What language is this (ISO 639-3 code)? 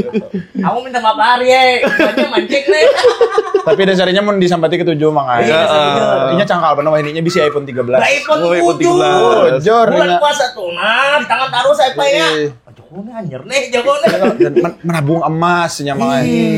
bjn